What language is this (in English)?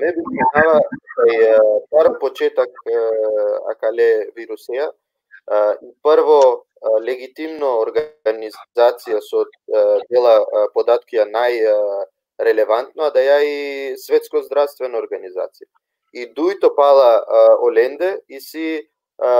Balkan Romani